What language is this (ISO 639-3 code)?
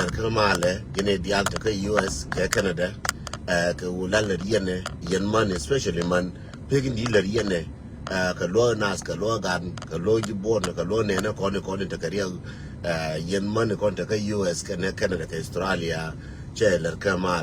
nus